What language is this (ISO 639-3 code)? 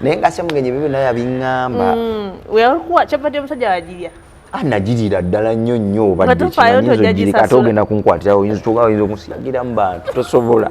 lug